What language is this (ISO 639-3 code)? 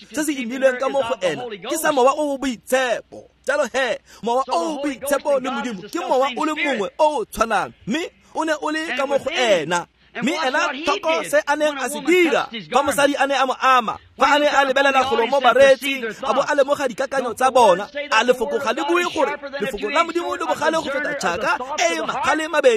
tsn